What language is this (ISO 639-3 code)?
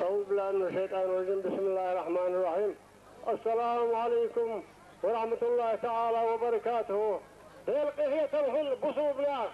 che